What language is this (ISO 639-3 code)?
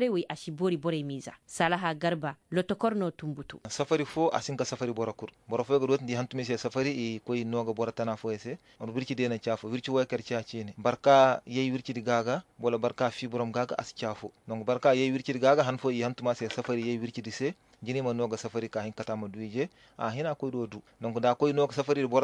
ses